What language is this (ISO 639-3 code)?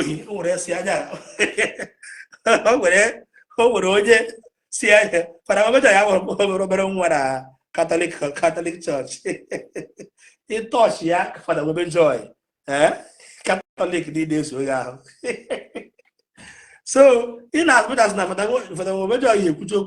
ibo